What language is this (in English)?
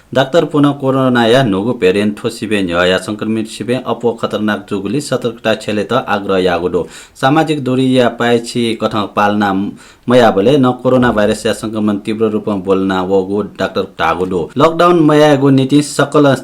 Newari